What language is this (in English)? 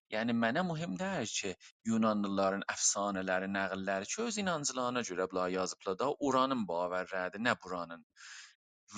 South Azerbaijani